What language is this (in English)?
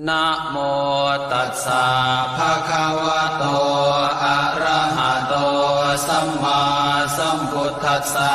Pali